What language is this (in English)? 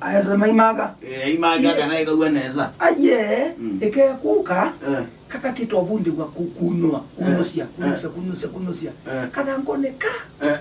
Kamba